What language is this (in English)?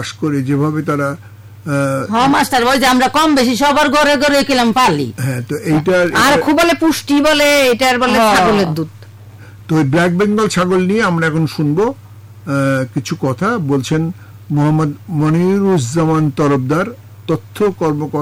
Bangla